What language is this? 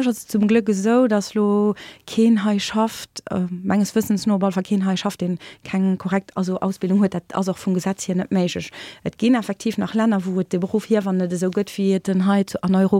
Luxembourgish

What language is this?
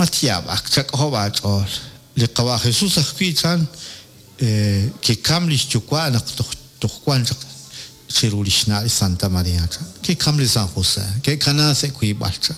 Kekchí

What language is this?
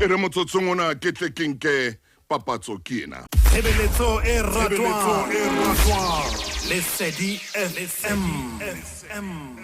Southern Sotho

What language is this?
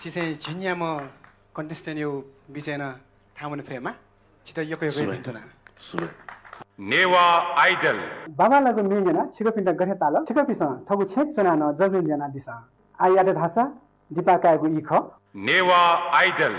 Newari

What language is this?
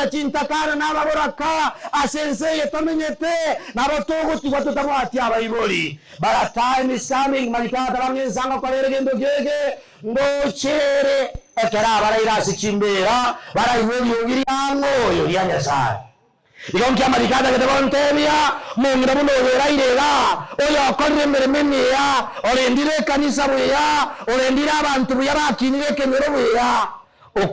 Gusii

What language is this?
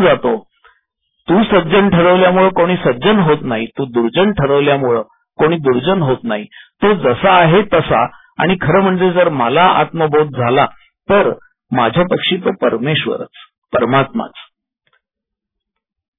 Marathi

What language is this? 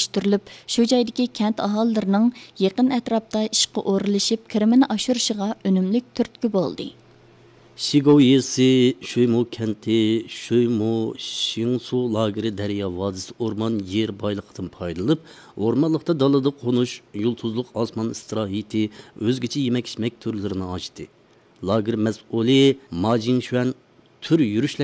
Uyghur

